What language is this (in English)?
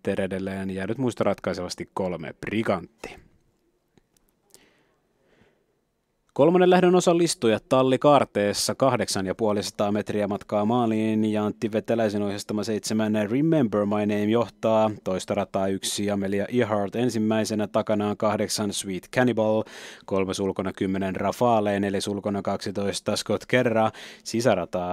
Finnish